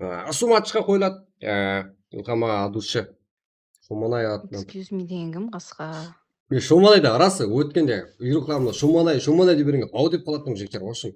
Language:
Kara-Kalpak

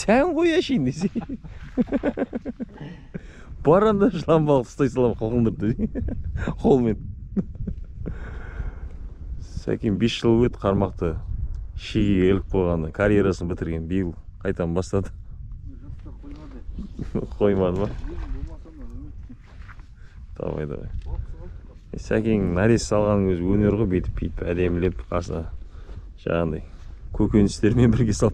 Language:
Kazakh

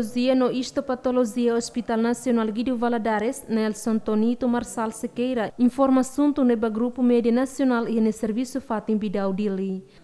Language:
Tetum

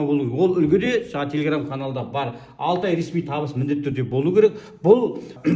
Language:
Kazakh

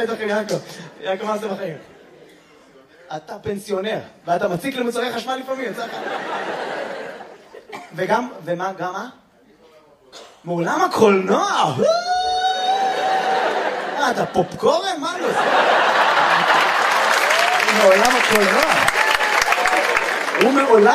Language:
Hebrew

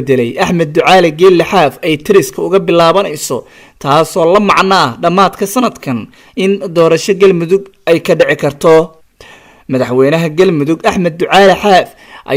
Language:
Somali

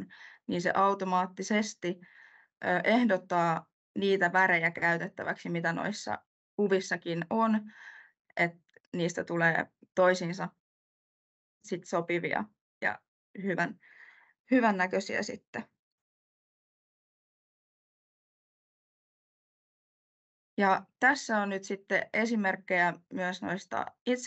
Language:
Finnish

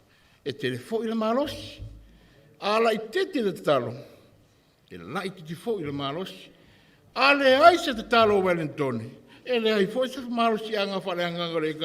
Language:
Samoan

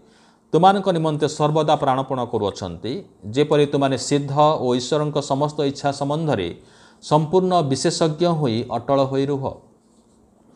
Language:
Odia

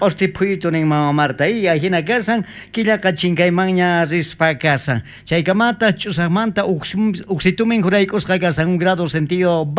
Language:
South Bolivian Quechua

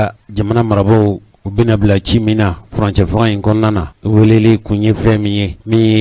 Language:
Bambara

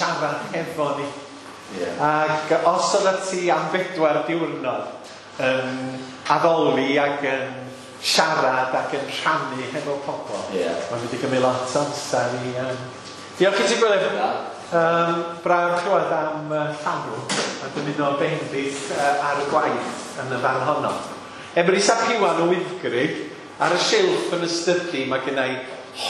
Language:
Welsh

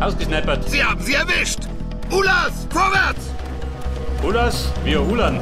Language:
Bavarian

